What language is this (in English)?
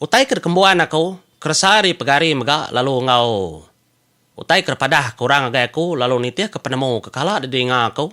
Iban